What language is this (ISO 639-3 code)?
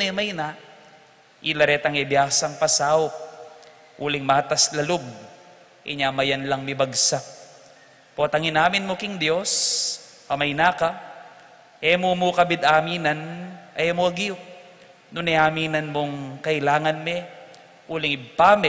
pam